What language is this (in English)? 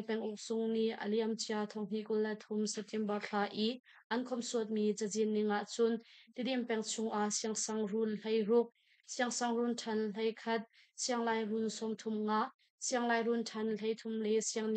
Hakha Chin